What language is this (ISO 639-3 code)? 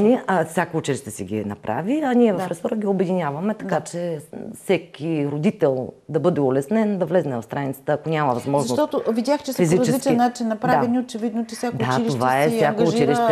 bul